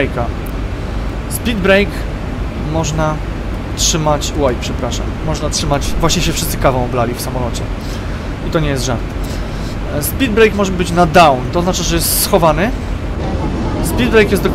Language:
Polish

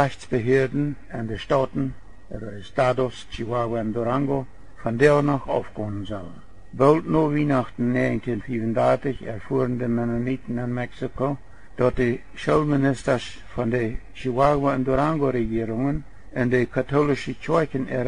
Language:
Plautdietsch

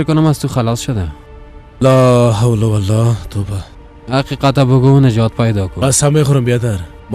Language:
Persian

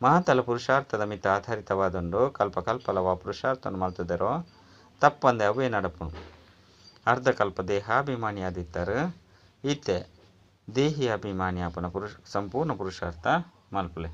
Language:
Tulu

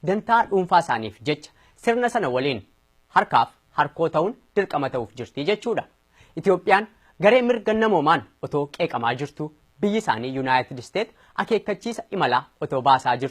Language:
Oromo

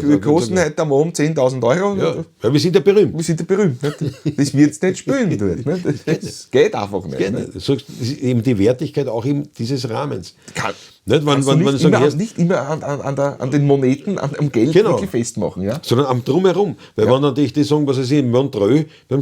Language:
Bavarian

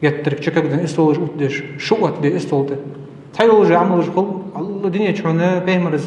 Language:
Ingush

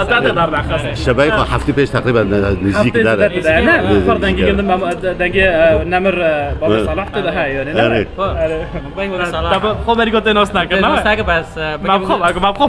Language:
Kurdish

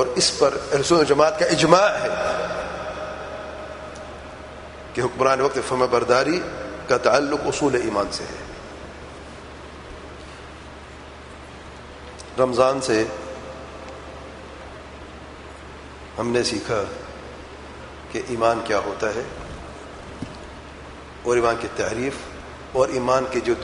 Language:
Urdu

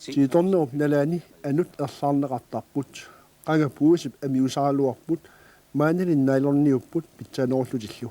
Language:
Kalaallisut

